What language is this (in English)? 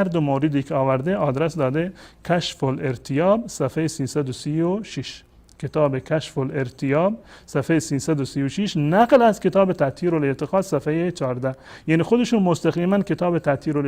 Persian